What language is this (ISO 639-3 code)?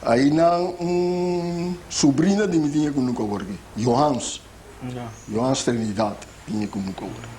pap